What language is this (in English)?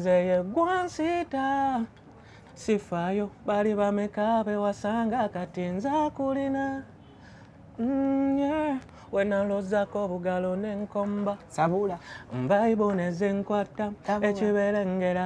Ganda